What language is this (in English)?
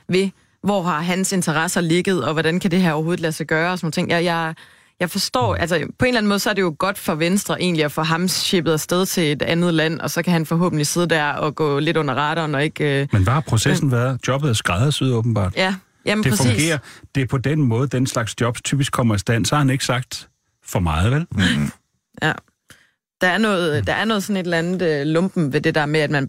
Danish